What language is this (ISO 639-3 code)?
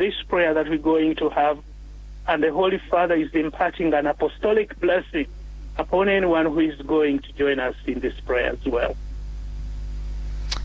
eng